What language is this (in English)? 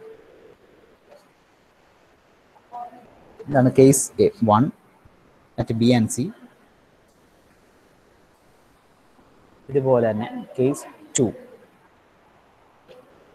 Malayalam